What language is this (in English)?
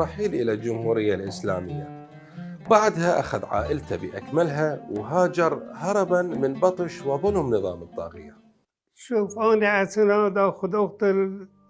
Mesopotamian Arabic